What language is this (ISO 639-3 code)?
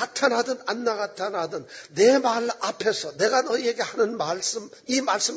kor